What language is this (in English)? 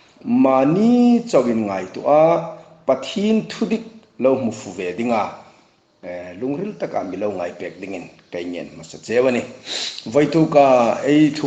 Hmar